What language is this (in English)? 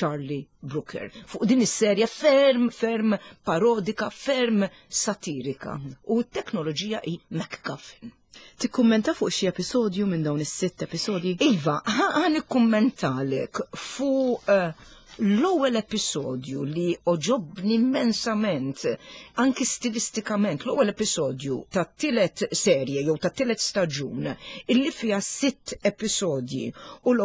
Maltese